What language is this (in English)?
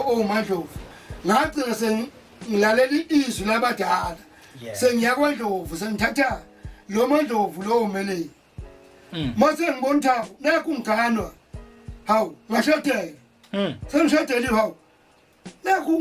Zulu